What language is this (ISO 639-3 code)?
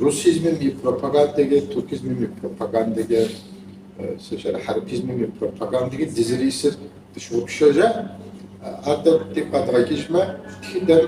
kbd